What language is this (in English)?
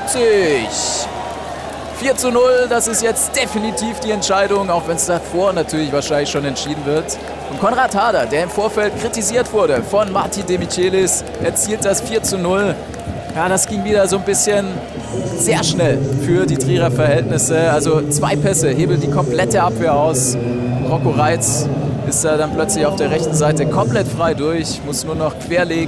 German